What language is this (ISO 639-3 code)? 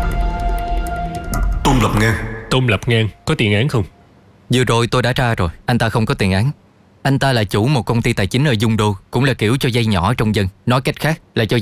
vie